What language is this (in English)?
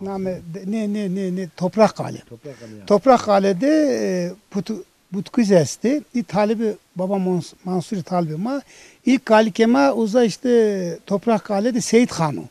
Zaza